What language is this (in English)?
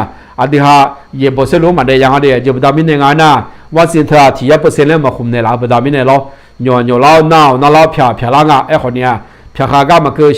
Akha